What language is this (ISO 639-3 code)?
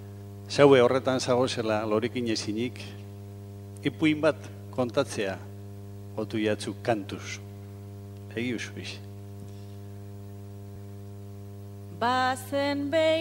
eus